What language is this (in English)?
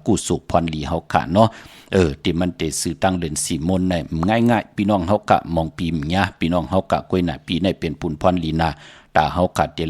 Shan